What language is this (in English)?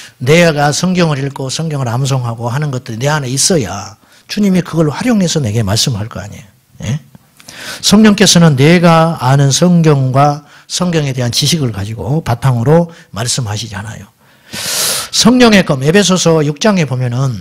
Korean